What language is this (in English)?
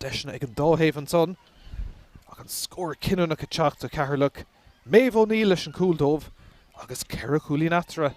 Irish